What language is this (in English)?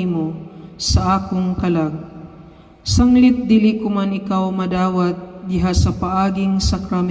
Cebuano